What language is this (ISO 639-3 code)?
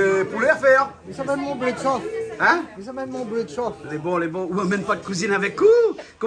rcf